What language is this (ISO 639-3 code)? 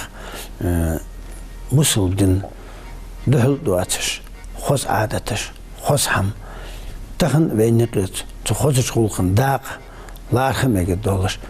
inh